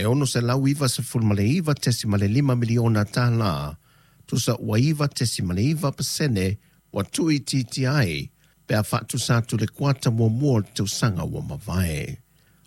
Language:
Samoan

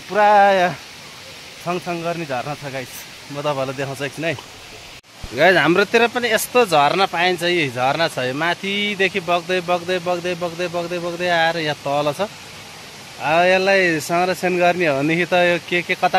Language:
Nepali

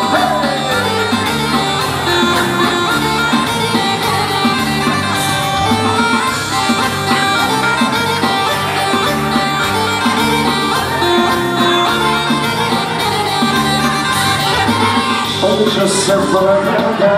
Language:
Serbian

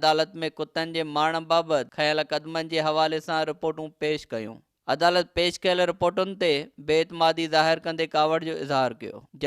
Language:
Sindhi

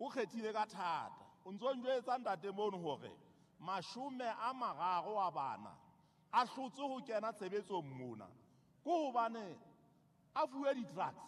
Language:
Southern Sotho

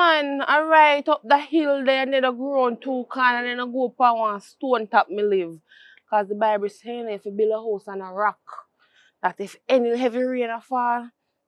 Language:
Jamaican Creole English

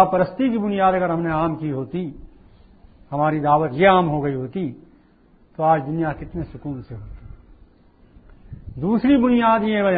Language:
Urdu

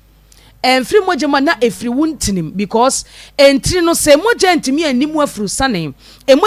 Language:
Akan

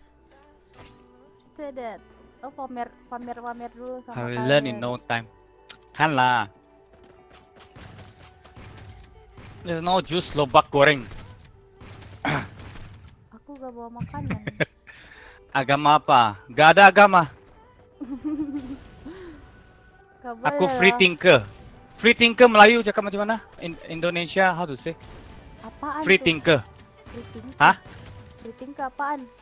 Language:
Indonesian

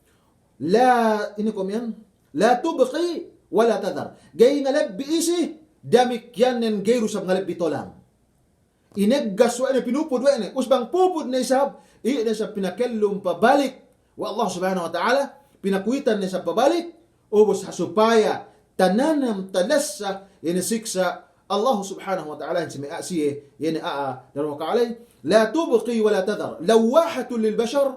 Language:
Yakan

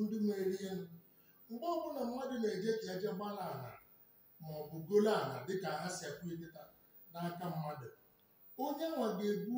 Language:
Igbo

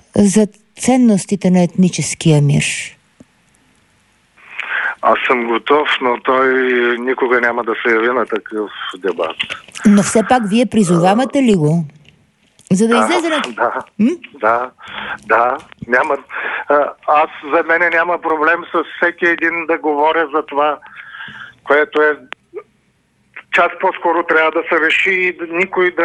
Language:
Bulgarian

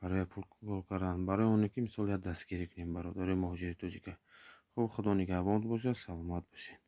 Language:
Tajik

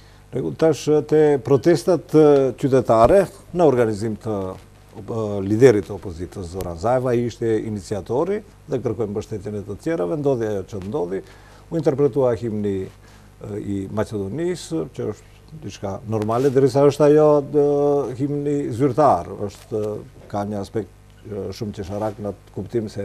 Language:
Albanian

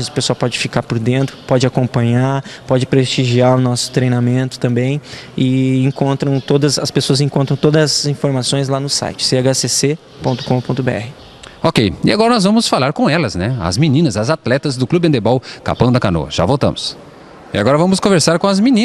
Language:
Portuguese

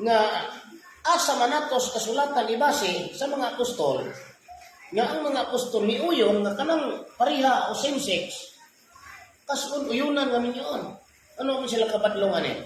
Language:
Cebuano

